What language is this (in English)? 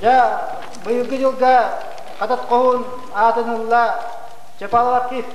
Yakut